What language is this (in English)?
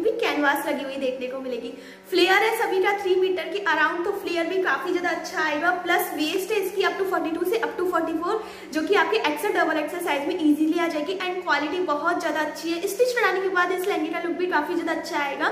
Hindi